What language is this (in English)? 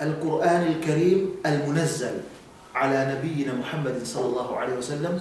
Yakan